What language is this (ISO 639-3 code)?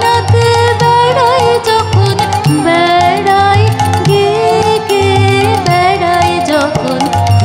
ben